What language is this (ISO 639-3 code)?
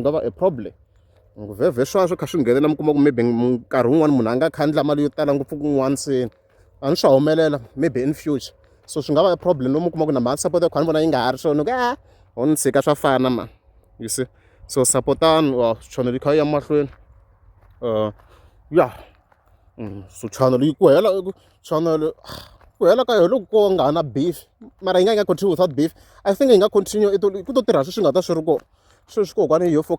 tso